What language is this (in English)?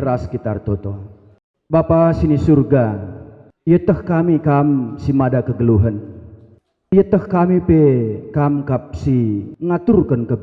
Batak Karo